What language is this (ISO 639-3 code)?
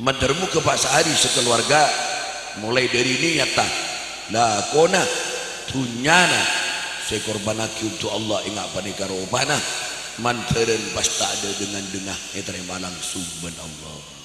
mad